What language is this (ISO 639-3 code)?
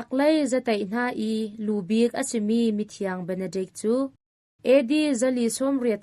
cnh